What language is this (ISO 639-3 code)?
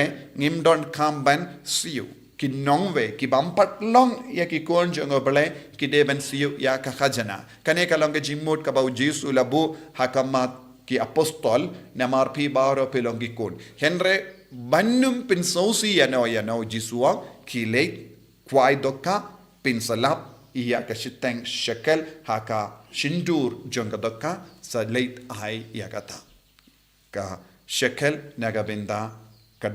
kha